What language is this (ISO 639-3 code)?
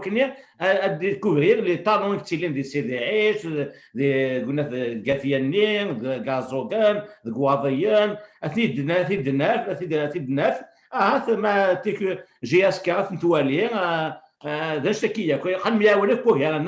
kab